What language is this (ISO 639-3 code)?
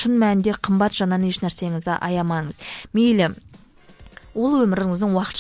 kaz